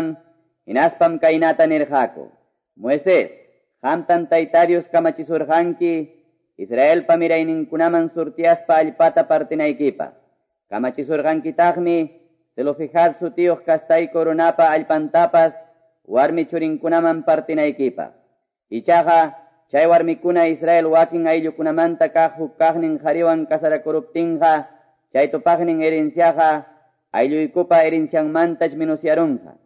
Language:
Quechua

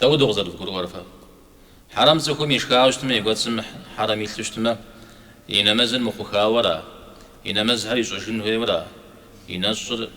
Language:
Kabardian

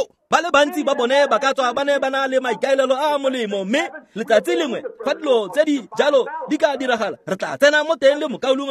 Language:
Tswana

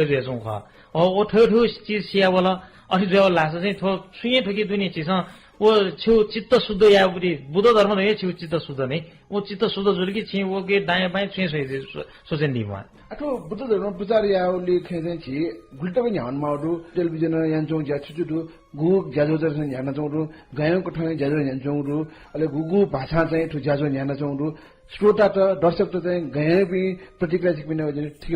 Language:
Newari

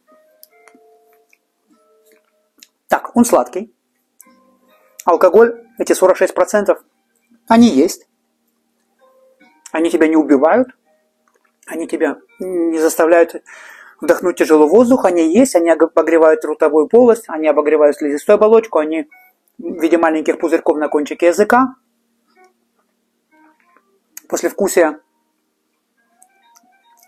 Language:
Russian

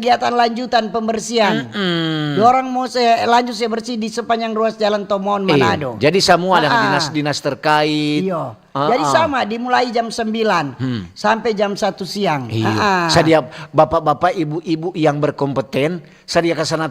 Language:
Manado Malay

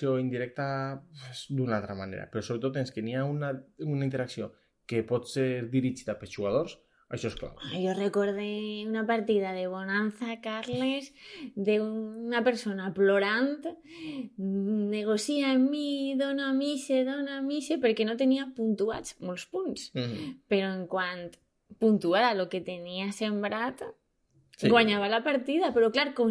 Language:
Catalan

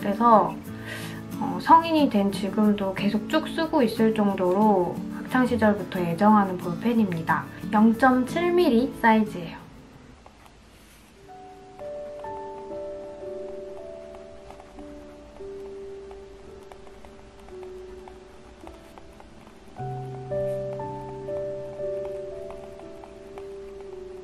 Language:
Korean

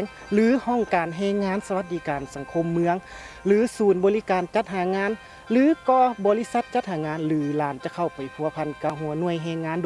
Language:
Lao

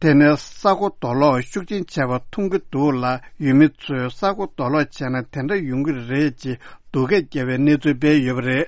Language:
Tibetan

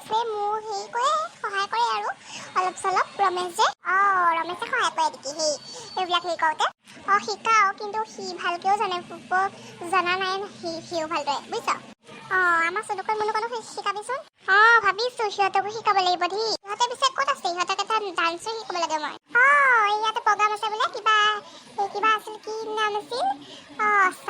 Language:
Assamese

